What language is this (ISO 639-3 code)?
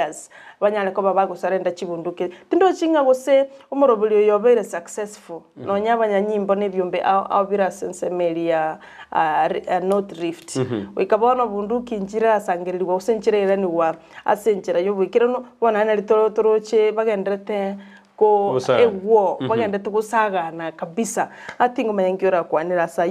guz